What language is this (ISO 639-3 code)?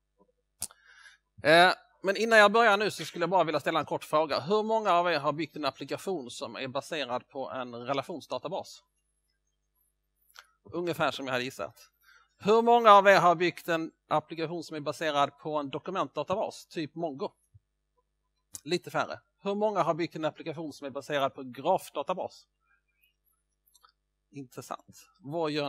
swe